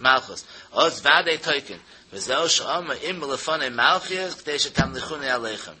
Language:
Yiddish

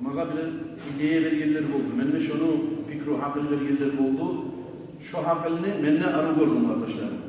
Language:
Kumyk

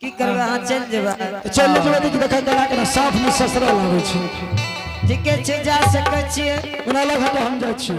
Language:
Angika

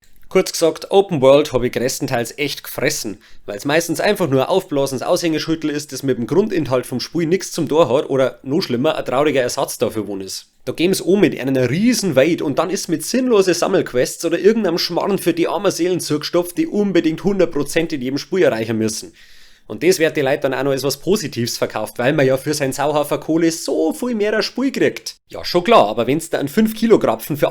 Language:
Bavarian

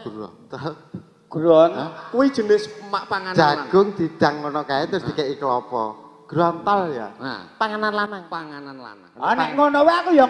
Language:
Javanese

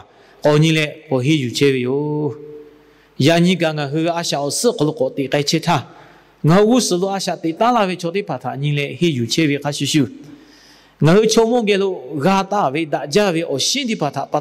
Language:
Lahu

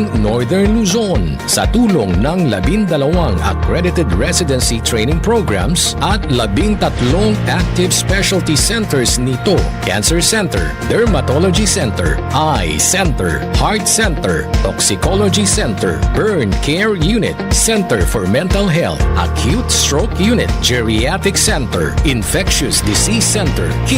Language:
Pangasinan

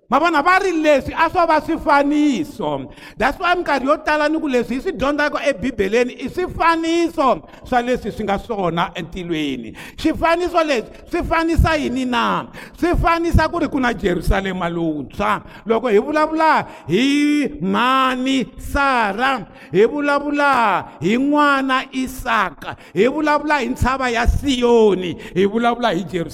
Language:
Tsonga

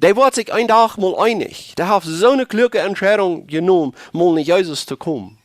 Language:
Plautdietsch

